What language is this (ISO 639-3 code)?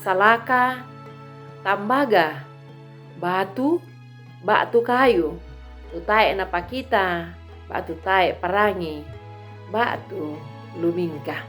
sda